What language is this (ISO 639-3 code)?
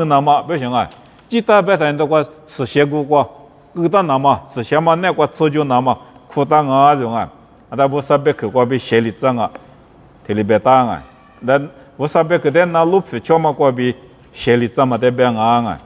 lis